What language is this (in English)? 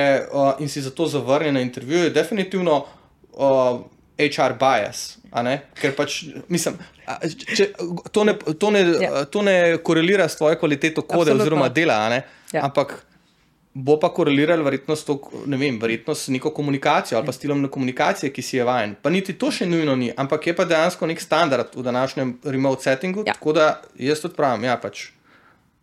Slovenian